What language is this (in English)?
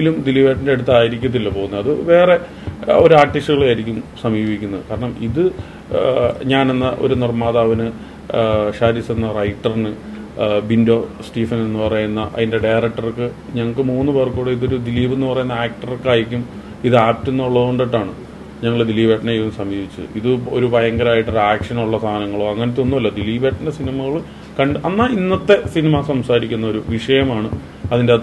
Malayalam